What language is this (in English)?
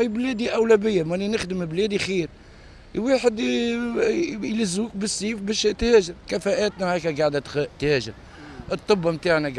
Tunisian Arabic